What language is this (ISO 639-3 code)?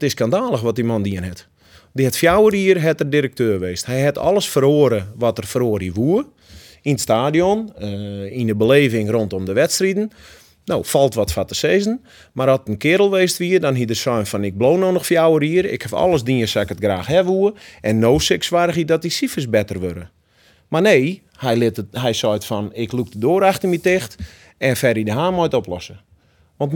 fry